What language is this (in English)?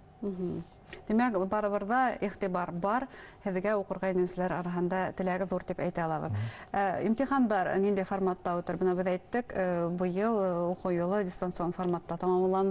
Bashkir